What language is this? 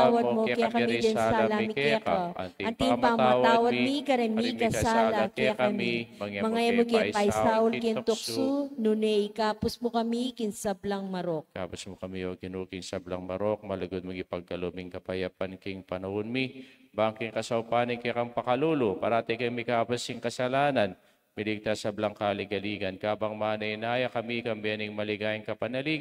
Pampanga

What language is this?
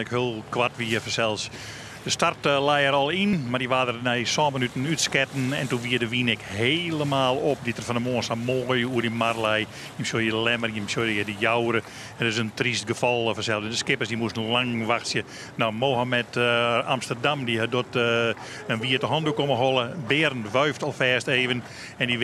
Western Frisian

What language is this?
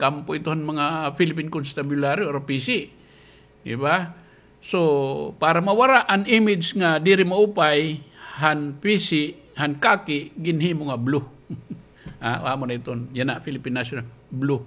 Waray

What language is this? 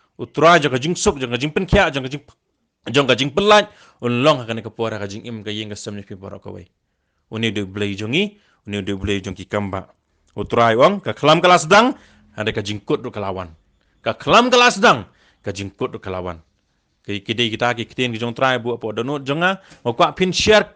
Khasi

